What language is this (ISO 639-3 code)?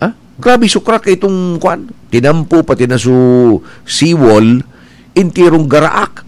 bik